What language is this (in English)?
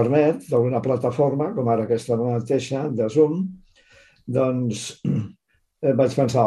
Catalan